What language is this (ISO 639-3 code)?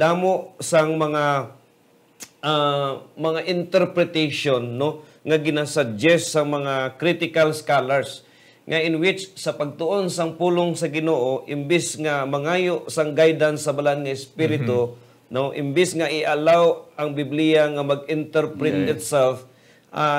hil